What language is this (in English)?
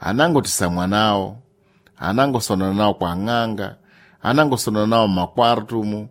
Sena